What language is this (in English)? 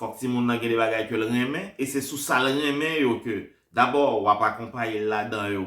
Haitian Creole